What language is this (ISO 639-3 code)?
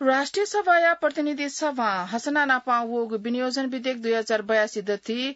new